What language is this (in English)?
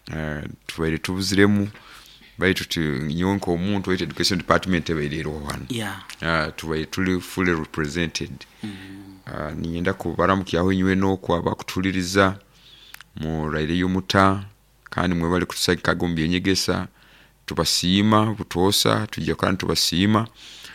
Nyoro